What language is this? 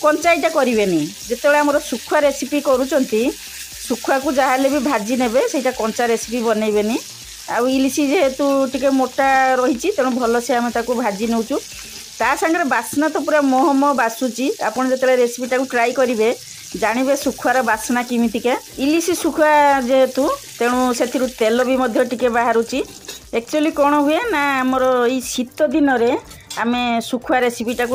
Odia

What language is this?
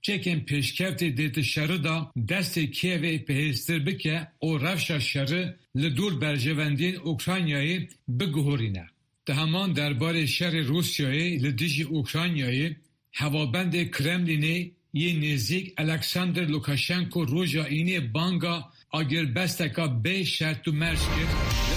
Kurdish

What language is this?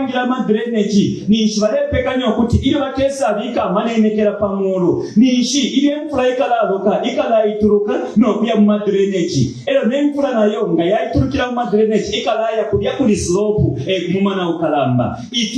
Bemba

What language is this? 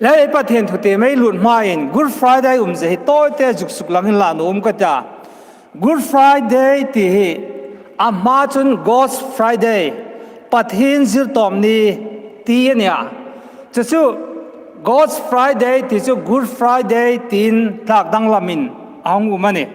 Hmar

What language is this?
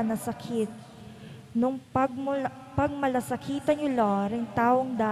Pampanga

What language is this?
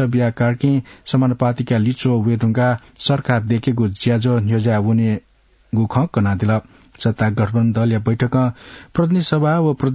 Newari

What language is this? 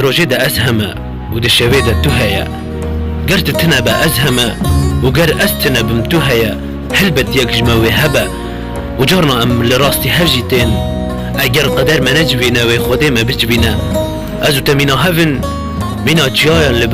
Kurdish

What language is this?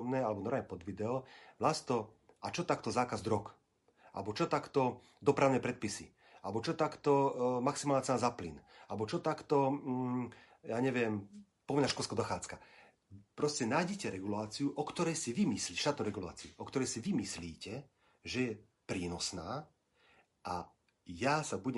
Slovak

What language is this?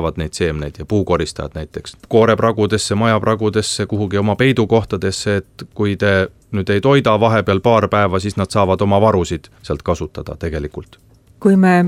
Estonian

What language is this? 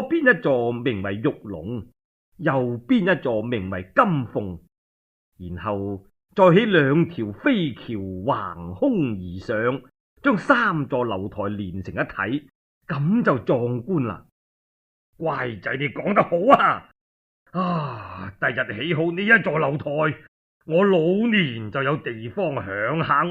Cantonese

